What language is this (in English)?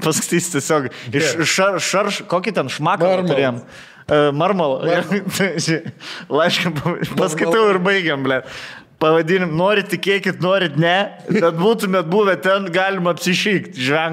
Lithuanian